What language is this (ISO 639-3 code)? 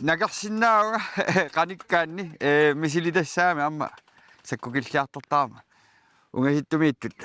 kal